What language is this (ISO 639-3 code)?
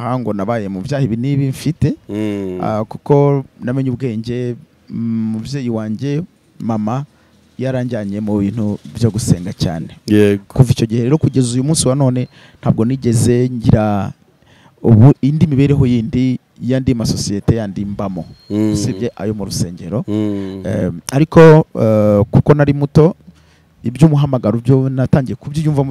kin